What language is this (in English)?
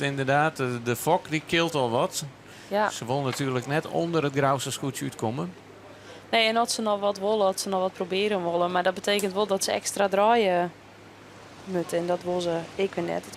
Western Frisian